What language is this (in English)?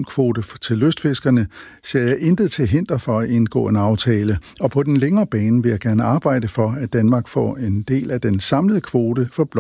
Danish